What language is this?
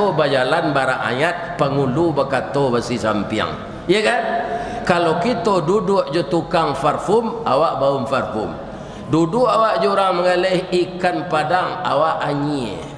Minangkabau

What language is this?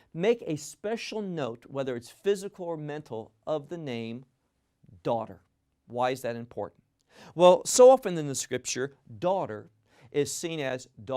English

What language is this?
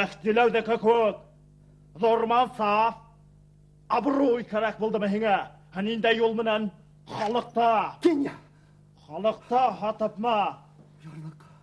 Bashkir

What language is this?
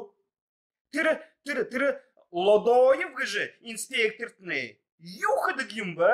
Buriat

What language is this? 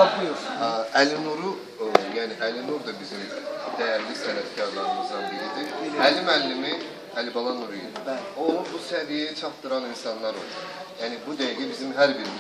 Azerbaijani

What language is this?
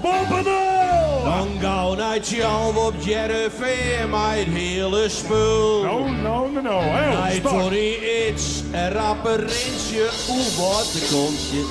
Western Frisian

